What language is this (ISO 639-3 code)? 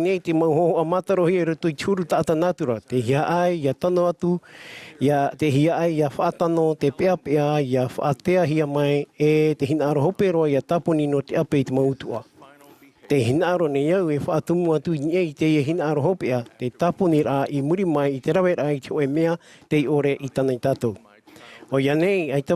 tah